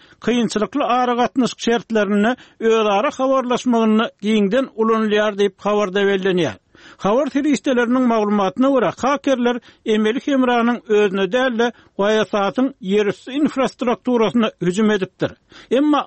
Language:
Turkmen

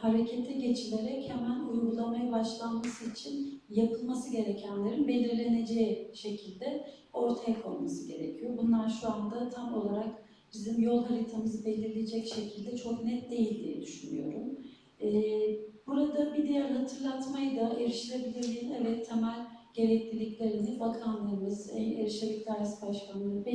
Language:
Turkish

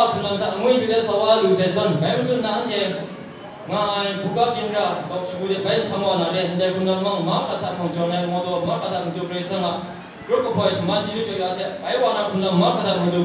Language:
Kachin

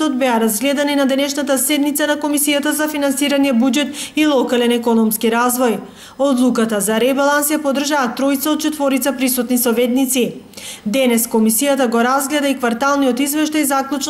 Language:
Macedonian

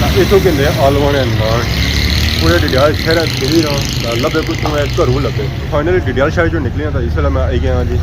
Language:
Pahari-Potwari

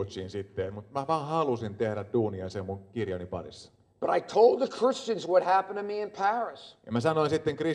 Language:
Finnish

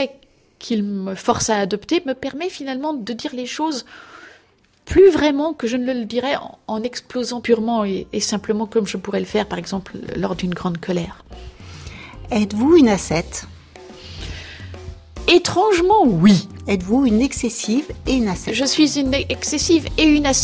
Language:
French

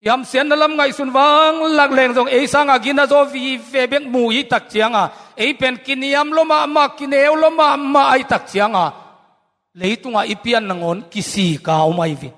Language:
Tedim Chin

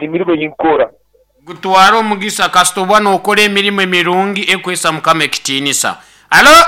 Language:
Nyankole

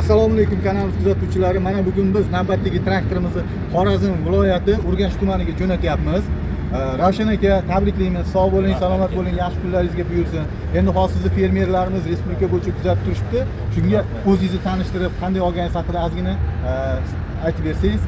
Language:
Uzbek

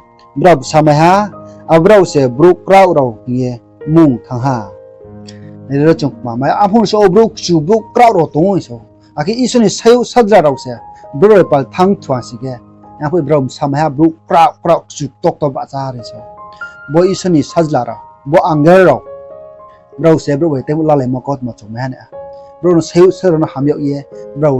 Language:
Riang (India)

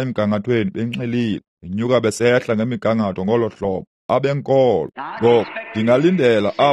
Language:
Xhosa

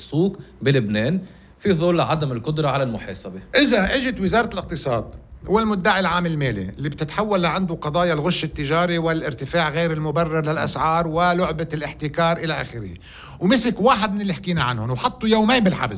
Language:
North Levantine Arabic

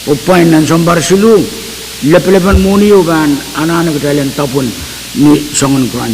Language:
Pohnpeian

